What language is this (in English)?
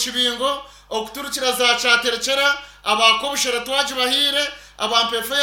Nyankole